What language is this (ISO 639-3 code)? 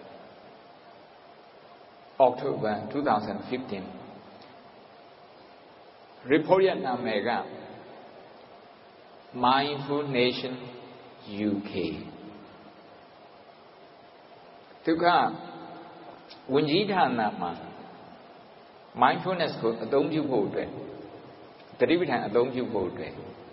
mya